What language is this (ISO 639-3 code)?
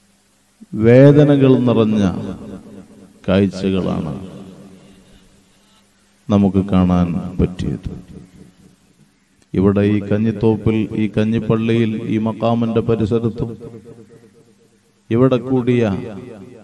mal